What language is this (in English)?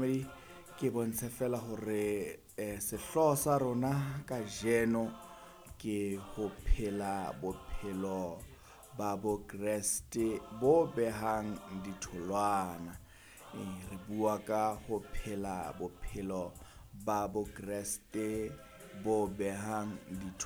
Southern Sotho